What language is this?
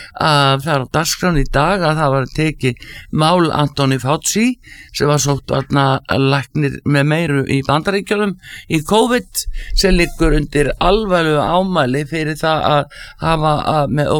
Icelandic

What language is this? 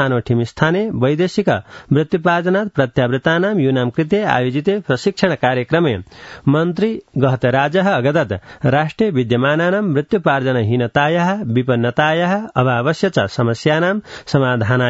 Sanskrit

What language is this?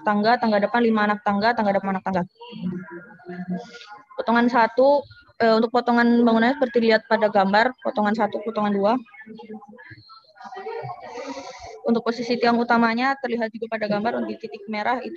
Indonesian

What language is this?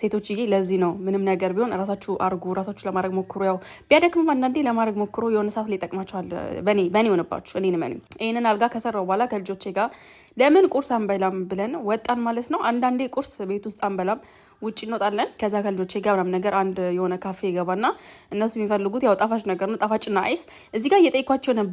Amharic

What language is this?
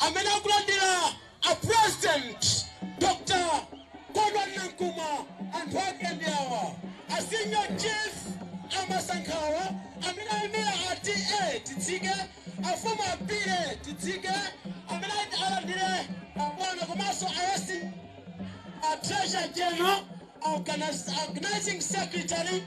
Nyanja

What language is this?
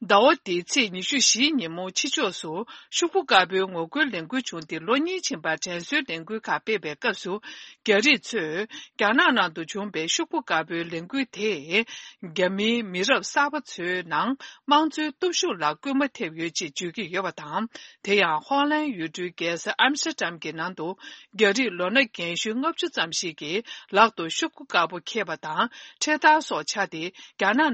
Tibetan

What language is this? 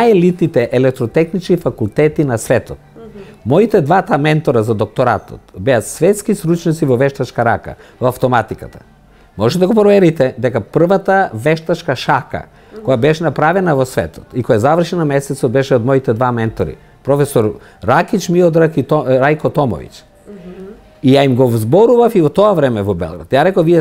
Macedonian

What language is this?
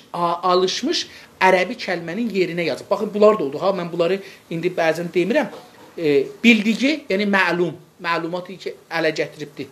South Azerbaijani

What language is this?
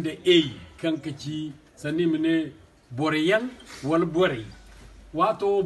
Zarma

